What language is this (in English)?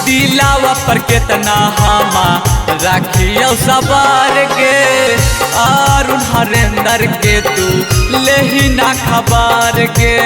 Magahi